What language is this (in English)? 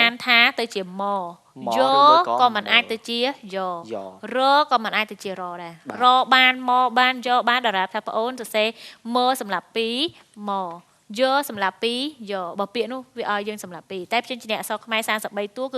Khmer